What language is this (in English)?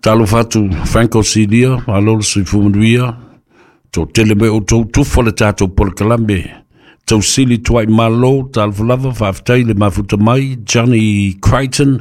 Samoan